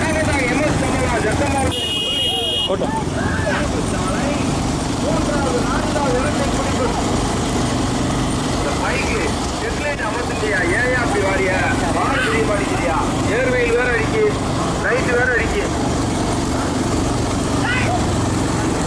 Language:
Tamil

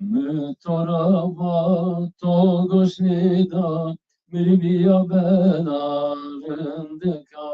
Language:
Zaza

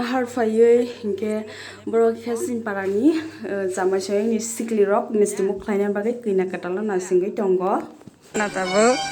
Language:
Kok Borok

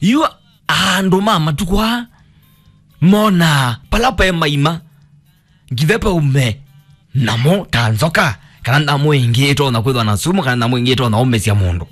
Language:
Kamba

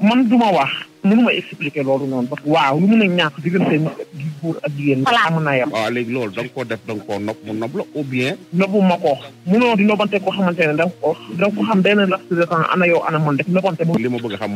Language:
Wolof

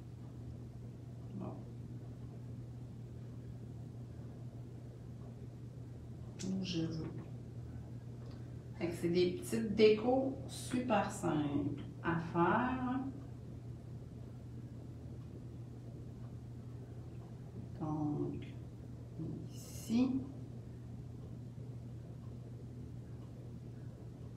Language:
French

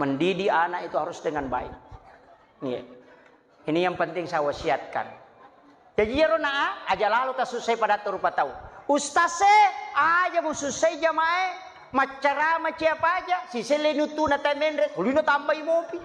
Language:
Buginese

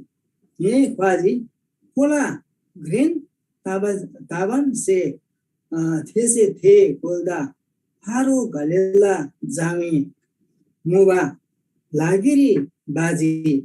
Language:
Eastern Tamang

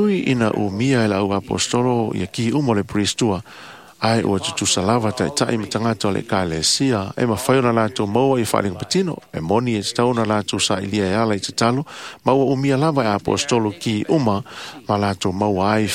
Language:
Samoan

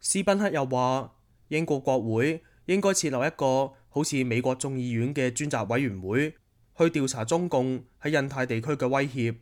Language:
Cantonese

